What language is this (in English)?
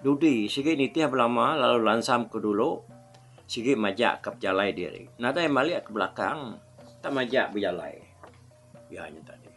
Iban